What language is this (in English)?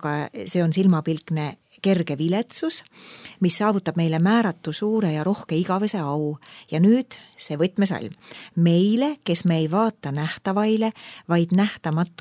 Estonian